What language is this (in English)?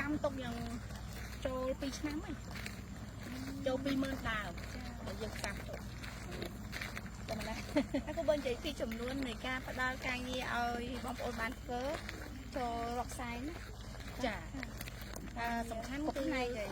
Khmer